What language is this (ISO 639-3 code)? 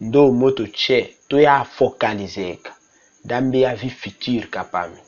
tll